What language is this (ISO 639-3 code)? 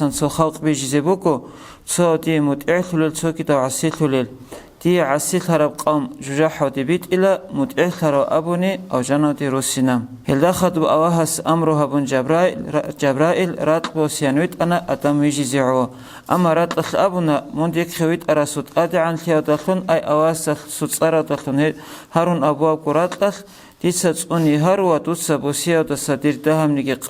ava